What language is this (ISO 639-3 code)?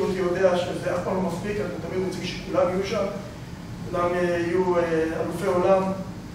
heb